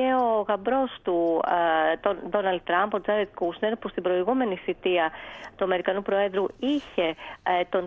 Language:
Greek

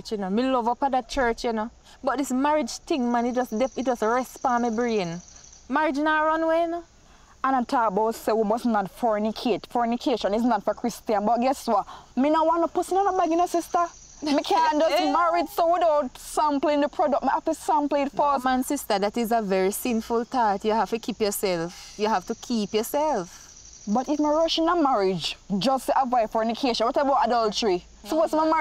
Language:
Jamaican Creole English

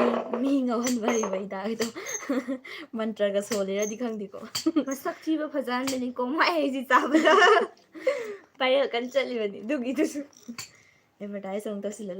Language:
Manipuri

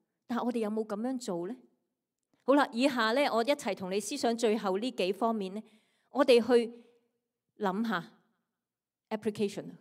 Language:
Cantonese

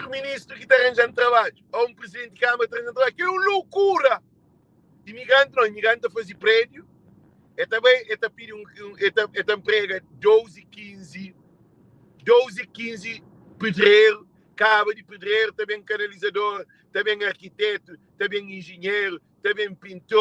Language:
Kabuverdianu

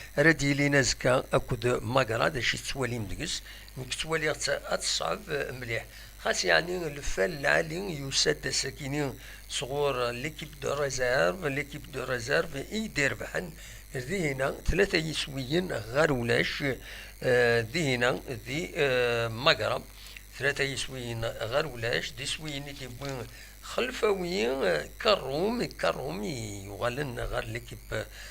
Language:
Kabyle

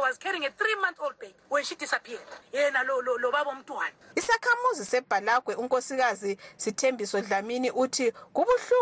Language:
North Ndebele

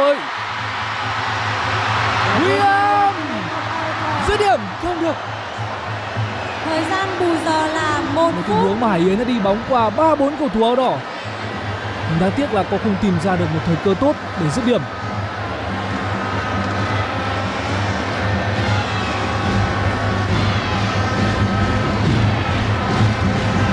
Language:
Vietnamese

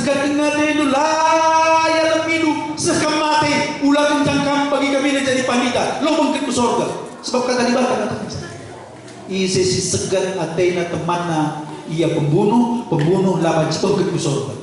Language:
Batak Karo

